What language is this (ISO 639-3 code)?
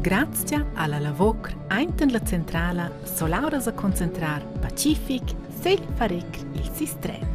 roh